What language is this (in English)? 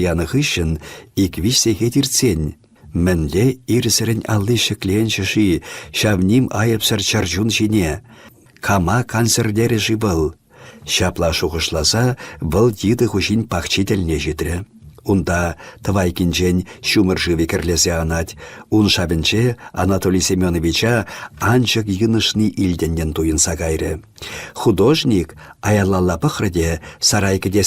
Chuvash